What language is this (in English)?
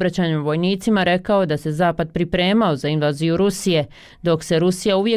Croatian